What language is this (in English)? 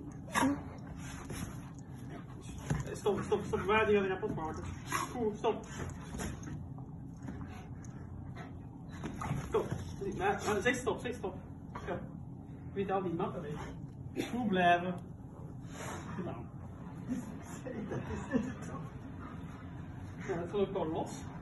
Dutch